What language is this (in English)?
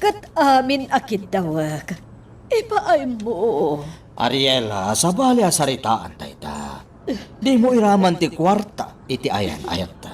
Iloko